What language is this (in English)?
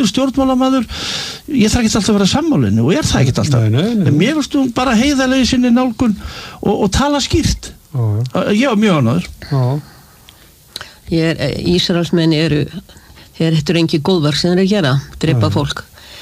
Icelandic